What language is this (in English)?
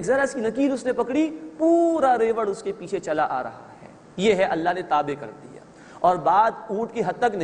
Urdu